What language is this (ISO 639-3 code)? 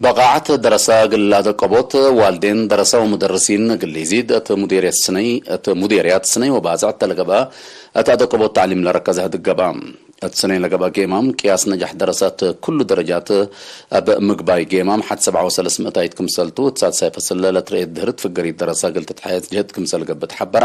tig